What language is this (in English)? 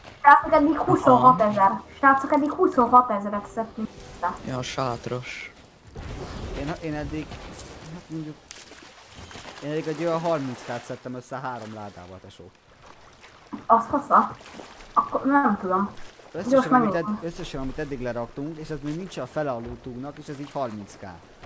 Hungarian